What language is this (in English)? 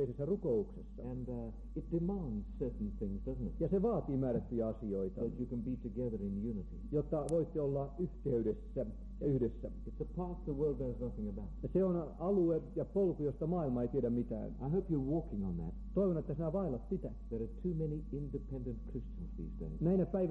Finnish